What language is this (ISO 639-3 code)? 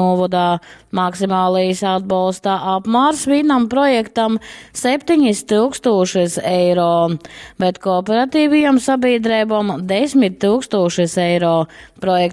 ltg